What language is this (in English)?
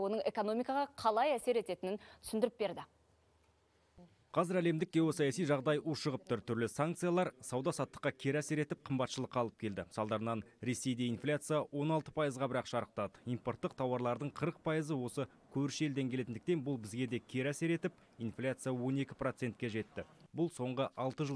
Kazakh